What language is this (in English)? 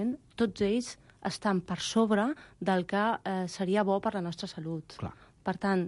Catalan